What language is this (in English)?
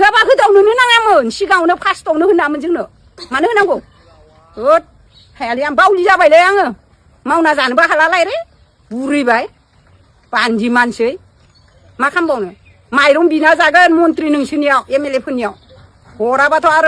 Bodo